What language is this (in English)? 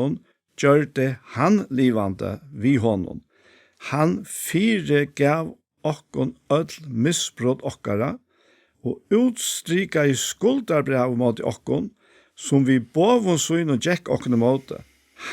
Faroese